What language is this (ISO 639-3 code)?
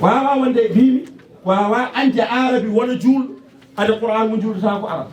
ful